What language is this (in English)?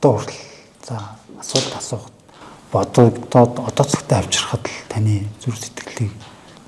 Mongolian